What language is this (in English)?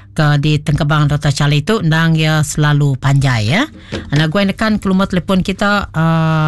Iban